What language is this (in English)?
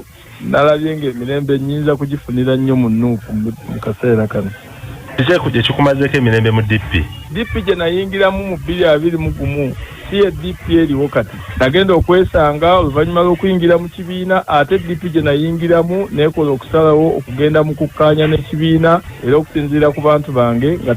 Ganda